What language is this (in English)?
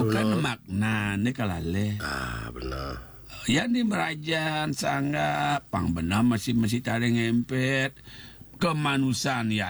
Balinese